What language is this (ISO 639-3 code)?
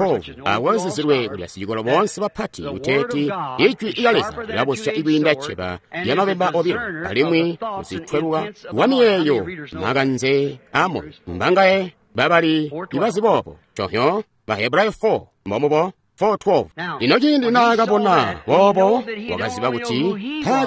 toi